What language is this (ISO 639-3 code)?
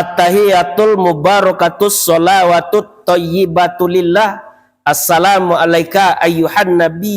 min